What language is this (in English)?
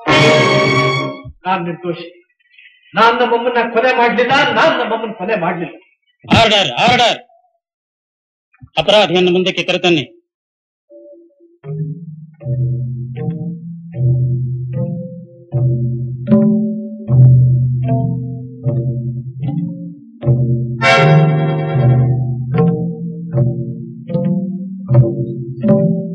Kannada